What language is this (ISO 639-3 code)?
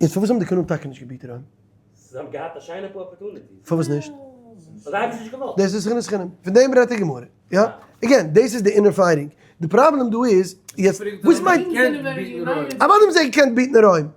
yid